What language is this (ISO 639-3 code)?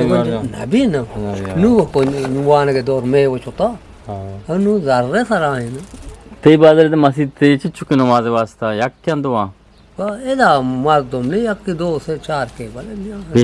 bgp